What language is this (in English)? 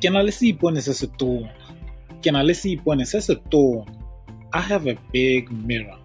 Tswana